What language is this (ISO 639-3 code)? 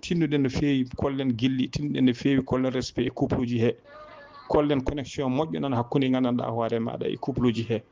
ful